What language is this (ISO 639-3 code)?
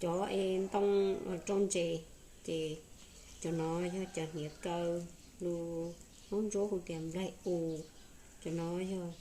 hmn